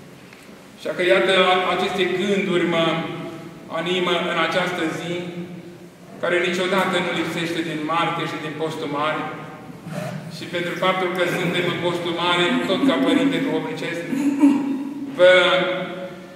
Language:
Romanian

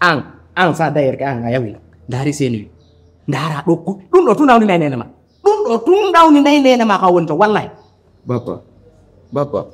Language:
Pular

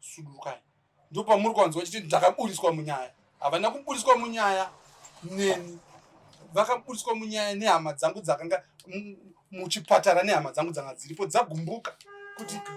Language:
Shona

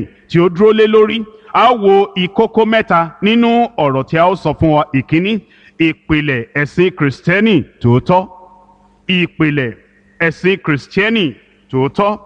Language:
Yoruba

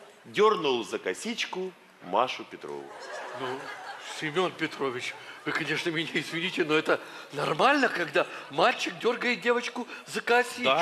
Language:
Russian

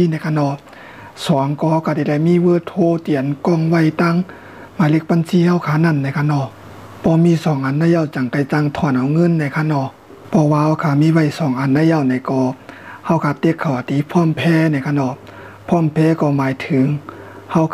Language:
Shan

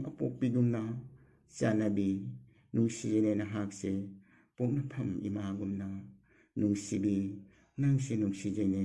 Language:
Manipuri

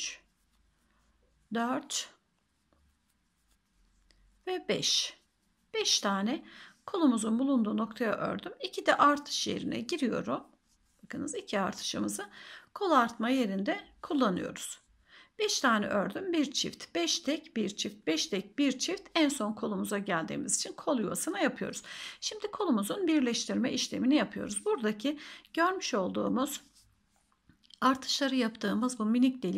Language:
Turkish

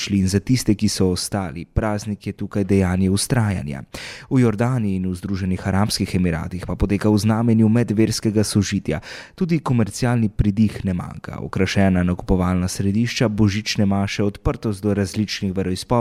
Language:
Slovenian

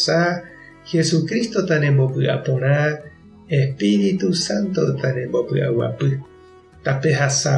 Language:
Guarani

